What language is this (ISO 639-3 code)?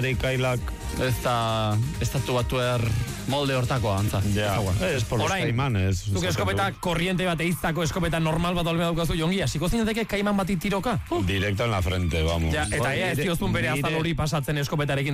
eus